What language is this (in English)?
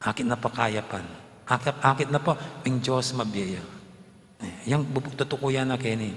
Pampanga